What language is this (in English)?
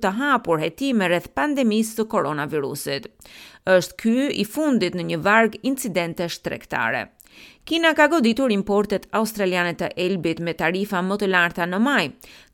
Albanian